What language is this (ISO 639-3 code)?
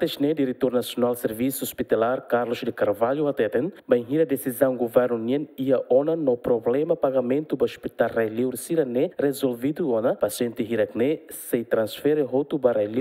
tet